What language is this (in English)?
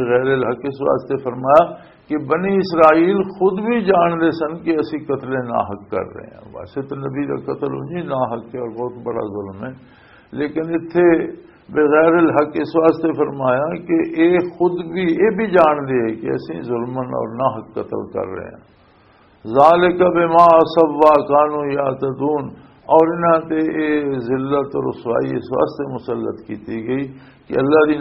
Western Panjabi